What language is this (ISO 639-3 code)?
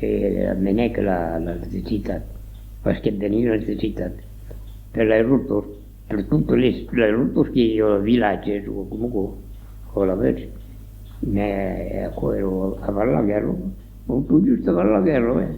oci